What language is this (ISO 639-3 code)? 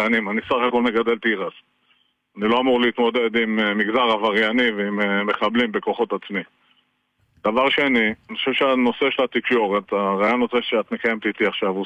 heb